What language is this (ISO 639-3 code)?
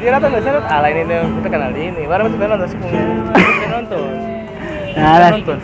abs